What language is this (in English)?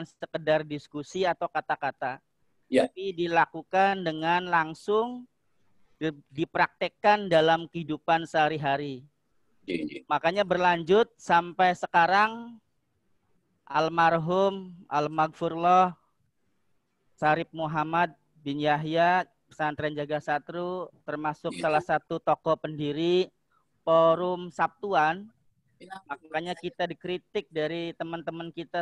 Indonesian